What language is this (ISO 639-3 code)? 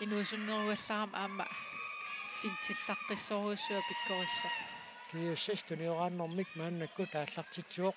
kal